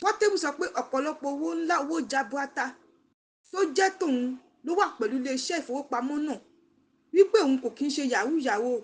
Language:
Yoruba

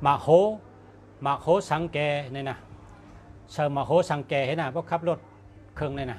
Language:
Shan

